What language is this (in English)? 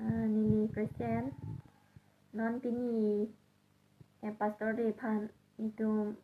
Karbi